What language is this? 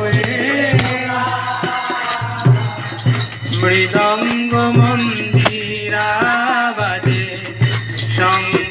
Bangla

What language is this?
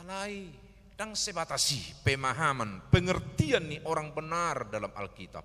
Batak Toba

